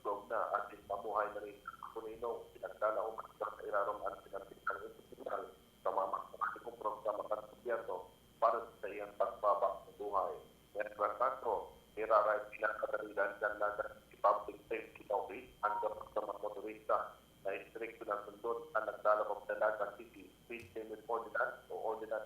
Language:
Bikol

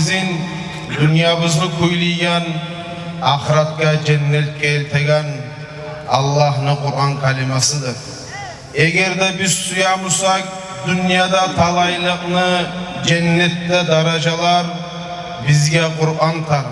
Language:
Kumyk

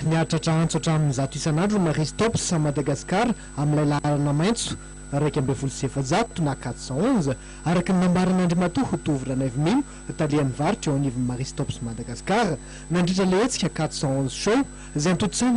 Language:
Malagasy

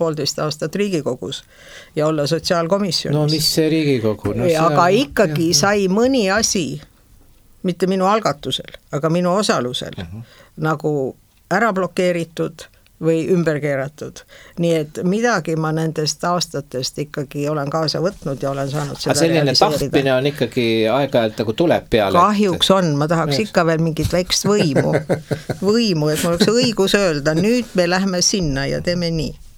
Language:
Estonian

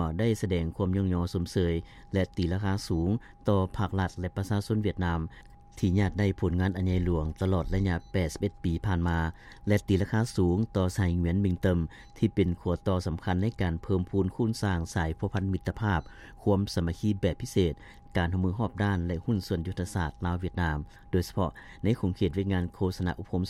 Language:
Lao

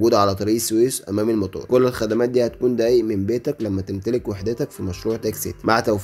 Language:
Egyptian Arabic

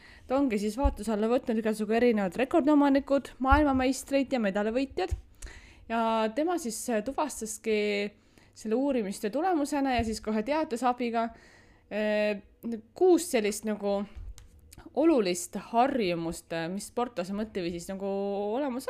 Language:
Estonian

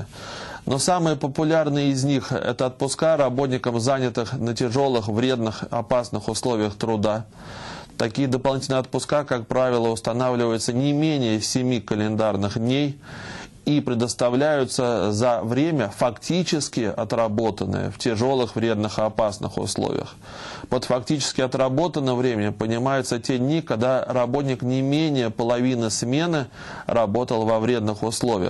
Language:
Russian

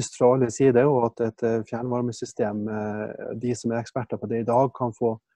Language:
Norwegian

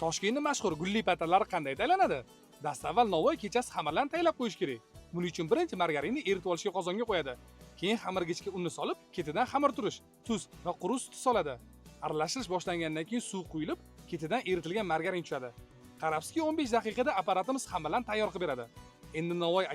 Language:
Uzbek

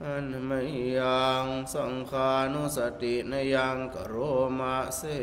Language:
Pali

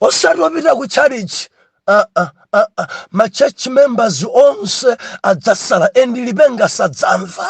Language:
Nyanja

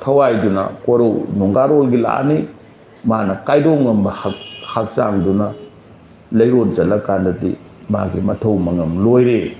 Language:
Manipuri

